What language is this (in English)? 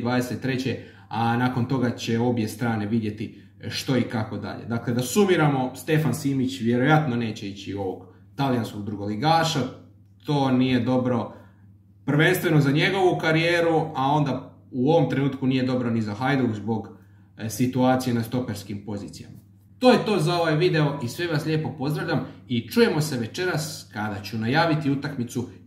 Croatian